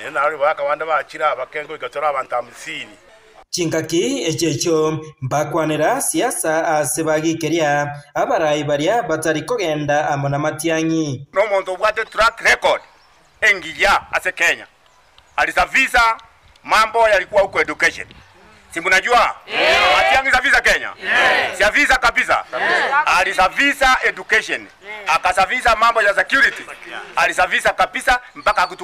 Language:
Gusii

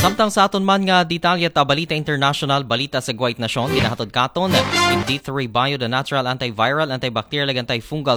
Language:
Aklanon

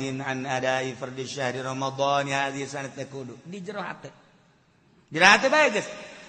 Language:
Sundanese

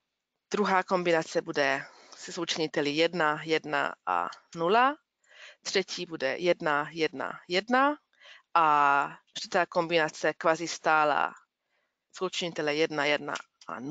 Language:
Czech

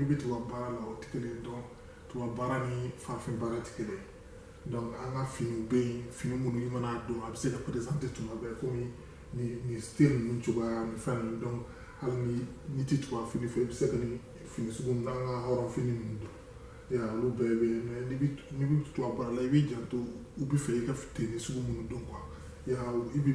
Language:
Bambara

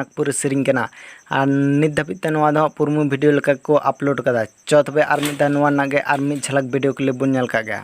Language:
Santali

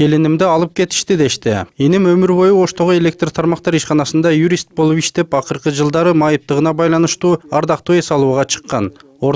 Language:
Kyrgyz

